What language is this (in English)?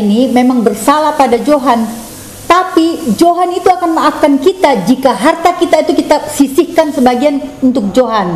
Makassar Malay